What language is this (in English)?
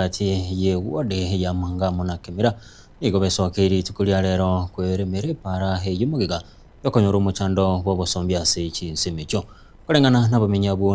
Gusii